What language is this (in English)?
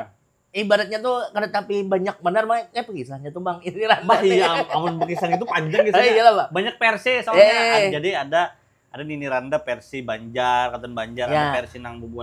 Banjar